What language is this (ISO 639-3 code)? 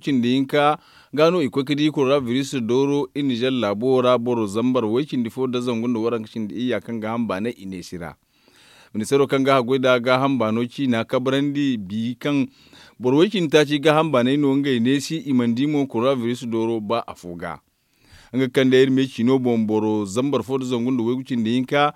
dje